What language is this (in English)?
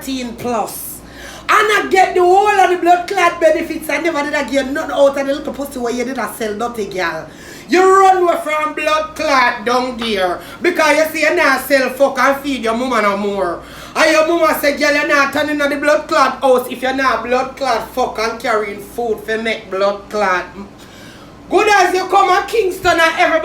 Jamaican Creole English